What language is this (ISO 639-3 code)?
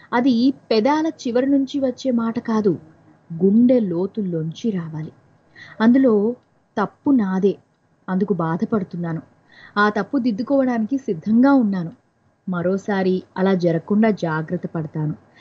tel